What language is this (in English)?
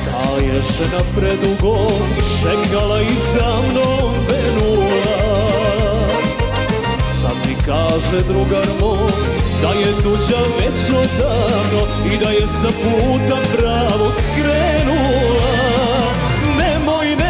Serbian